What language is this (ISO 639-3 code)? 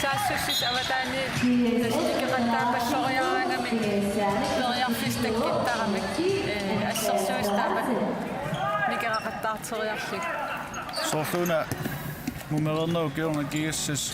kal